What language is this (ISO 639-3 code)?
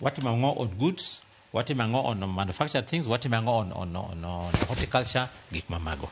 luo